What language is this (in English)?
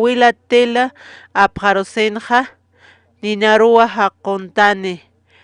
Aymara